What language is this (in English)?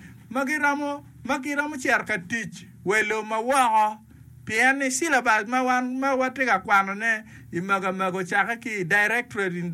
Acoli